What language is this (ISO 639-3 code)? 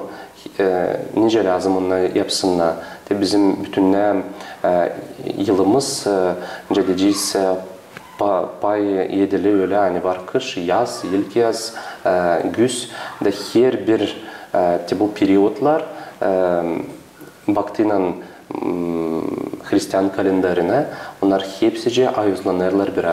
gag